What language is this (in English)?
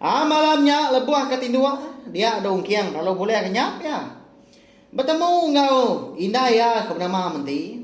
Iban